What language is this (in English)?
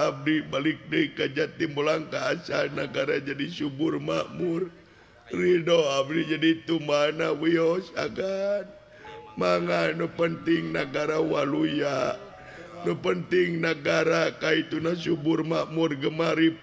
Sundanese